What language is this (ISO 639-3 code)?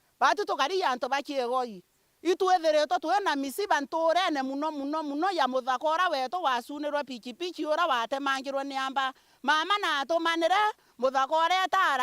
mer